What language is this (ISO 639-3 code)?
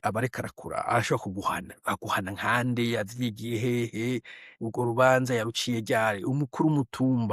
run